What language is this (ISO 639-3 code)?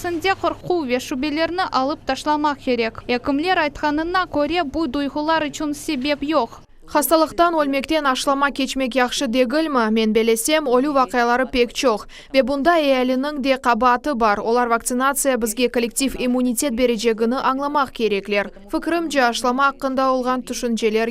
crh